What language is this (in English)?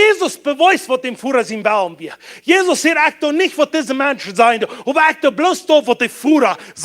Plautdietsch